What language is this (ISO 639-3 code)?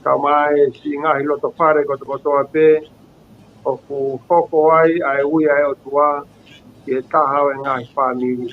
ton